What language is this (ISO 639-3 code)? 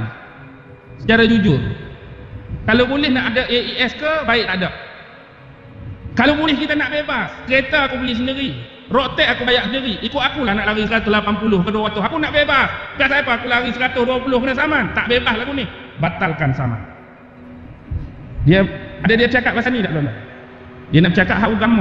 msa